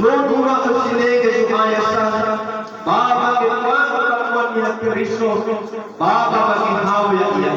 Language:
Nias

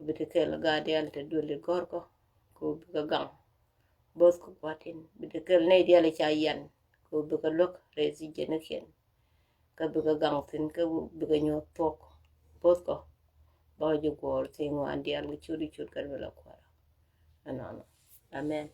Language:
Nuer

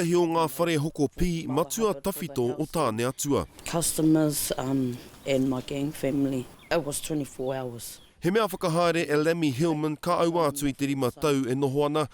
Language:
Māori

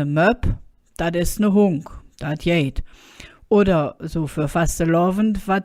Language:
Colognian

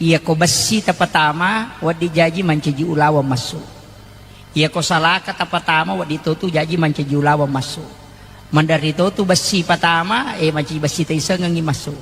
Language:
Buginese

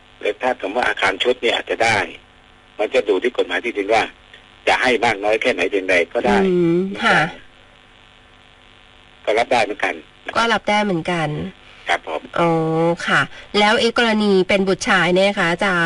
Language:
Thai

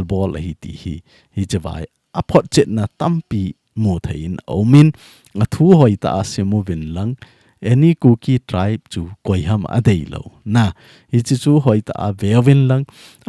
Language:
Thado Chin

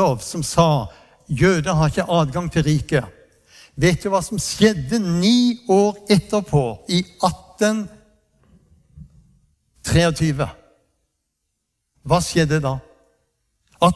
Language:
Norwegian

